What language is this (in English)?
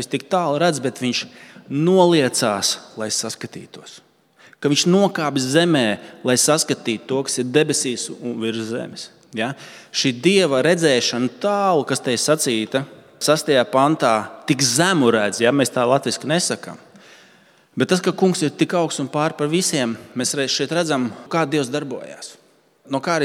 Latvian